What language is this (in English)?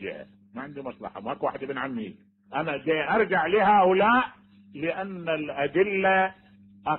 Mesopotamian Arabic